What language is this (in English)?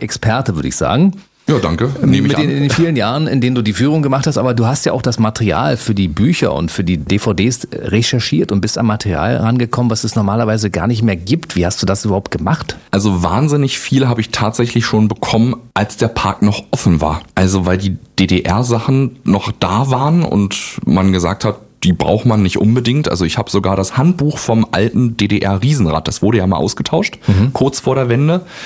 German